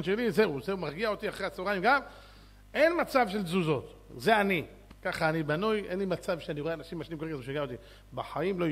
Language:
Hebrew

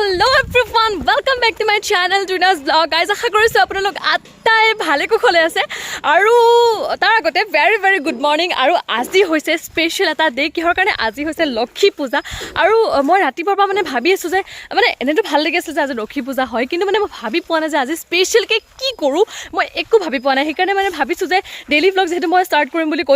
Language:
Assamese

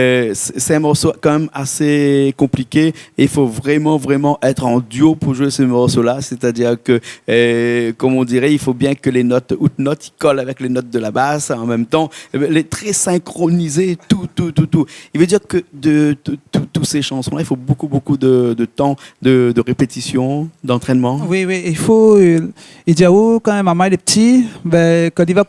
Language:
Réunion Creole French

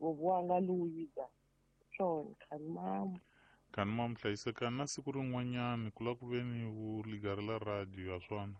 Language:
Tsonga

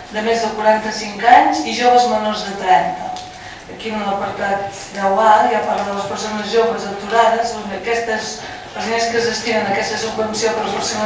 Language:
Catalan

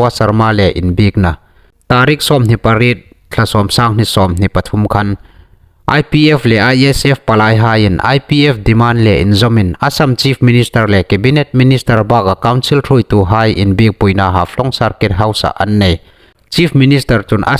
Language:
Hmar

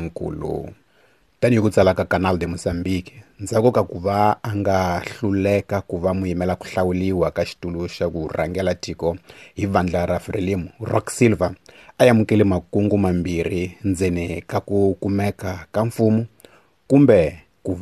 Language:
Tsonga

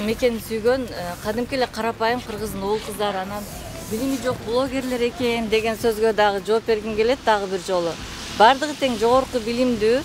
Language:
Kyrgyz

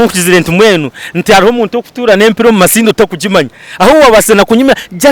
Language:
Nyankole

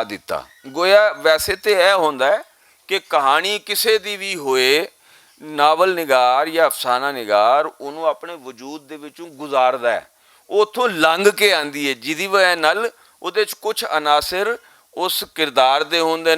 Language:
Western Panjabi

